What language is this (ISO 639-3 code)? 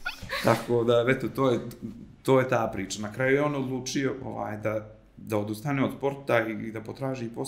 srp